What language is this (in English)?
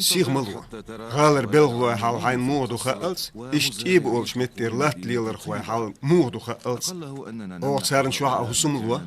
Chechen